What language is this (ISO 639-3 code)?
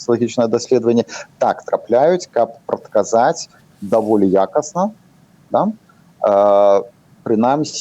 bel